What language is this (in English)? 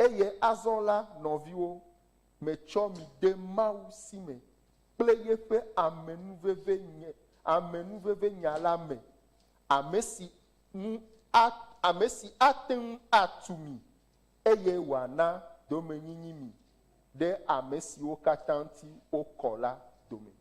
Ewe